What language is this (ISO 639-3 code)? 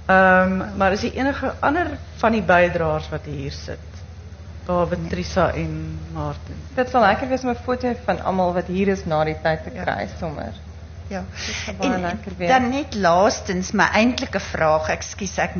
afr